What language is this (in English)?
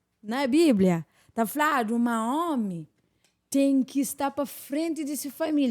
Kabuverdianu